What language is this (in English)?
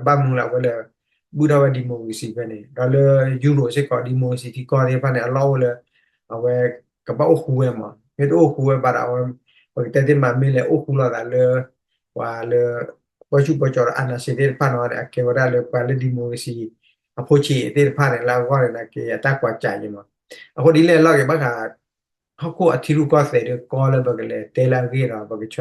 S'gaw Karen